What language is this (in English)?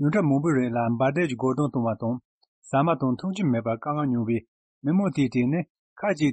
Tibetan